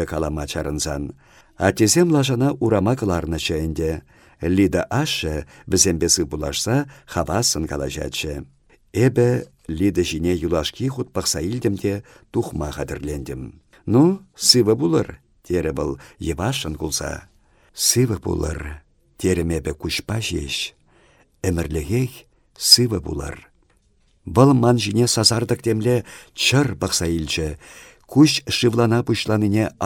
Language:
Chuvash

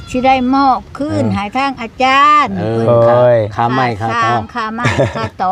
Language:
Lao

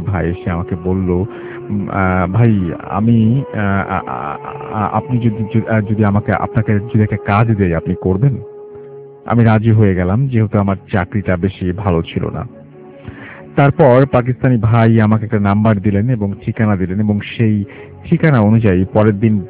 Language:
Bangla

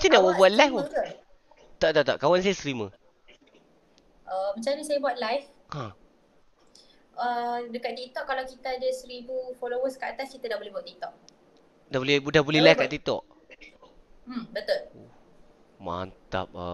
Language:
Malay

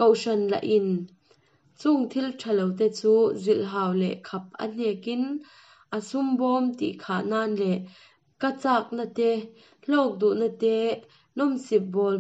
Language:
Hakha Chin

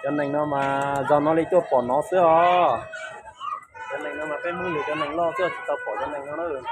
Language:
Hmong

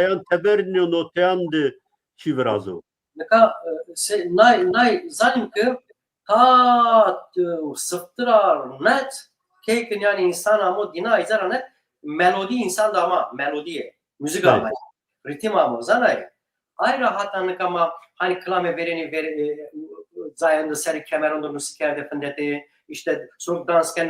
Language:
Zaza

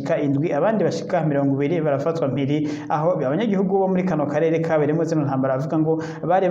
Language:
Rundi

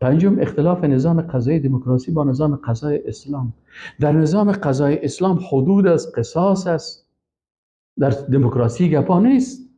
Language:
Persian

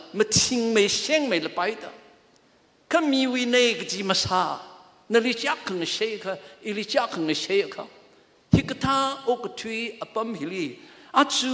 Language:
Tangkhul Naga (India)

